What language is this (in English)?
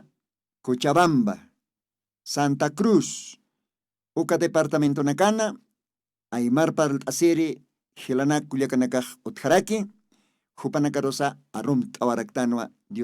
Aymara